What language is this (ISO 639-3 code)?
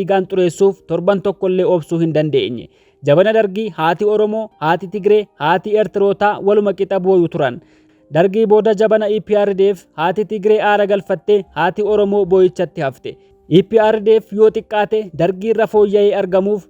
orm